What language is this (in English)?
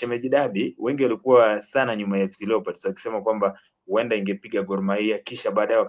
Swahili